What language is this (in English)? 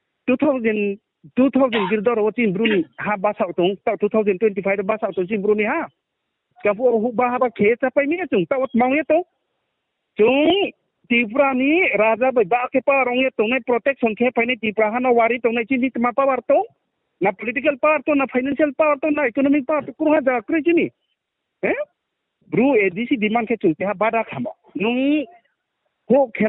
Riang (India)